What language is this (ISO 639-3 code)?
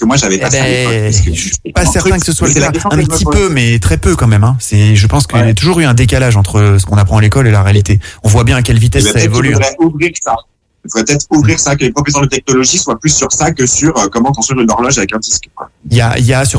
fra